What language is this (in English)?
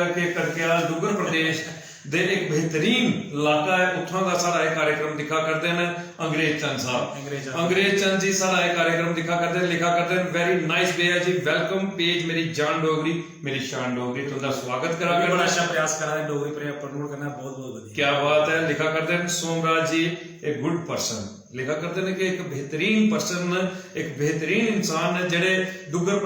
Dogri